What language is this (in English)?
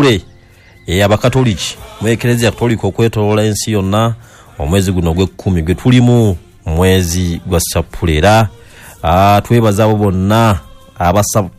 Ganda